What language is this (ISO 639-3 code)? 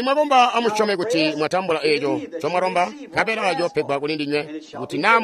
toi